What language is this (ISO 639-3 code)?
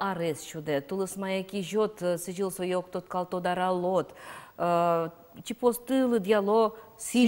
udm